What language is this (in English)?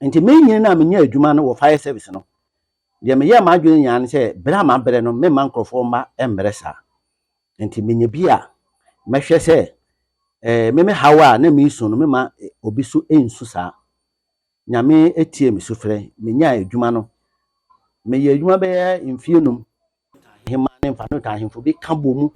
Akan